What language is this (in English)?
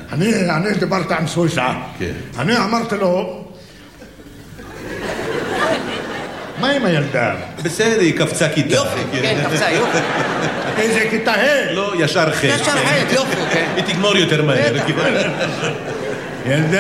Hebrew